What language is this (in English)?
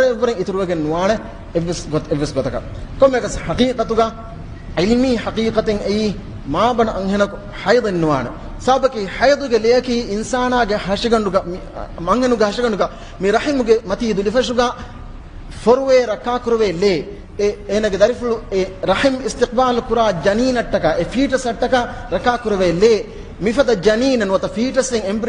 Divehi